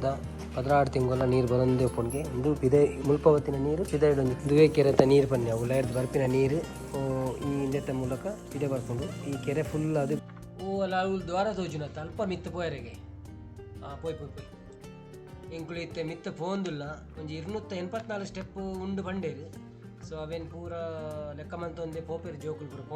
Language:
Tulu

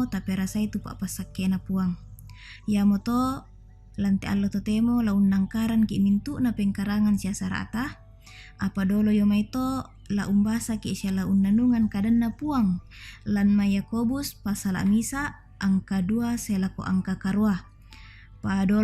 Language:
Toraja-Sa'dan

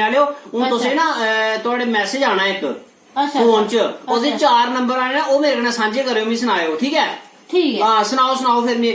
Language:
Dogri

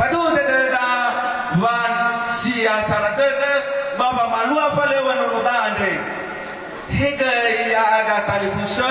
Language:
Nias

